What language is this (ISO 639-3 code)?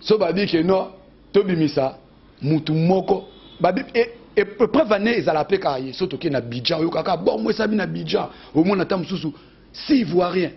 lin